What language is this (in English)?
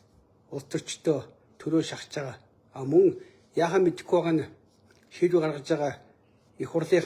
Mongolian